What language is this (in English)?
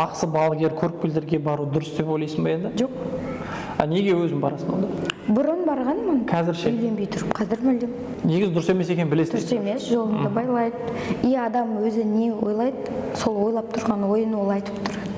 Kazakh